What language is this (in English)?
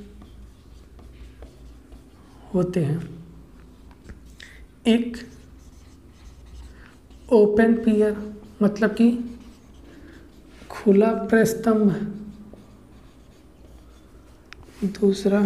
Hindi